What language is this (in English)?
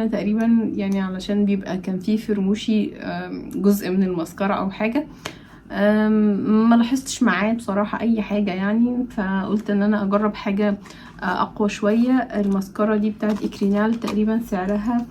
Egyptian Arabic